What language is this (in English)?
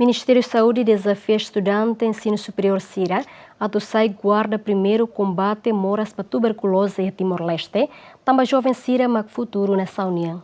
Tetum